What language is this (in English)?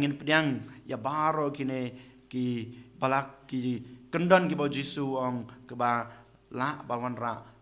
Khasi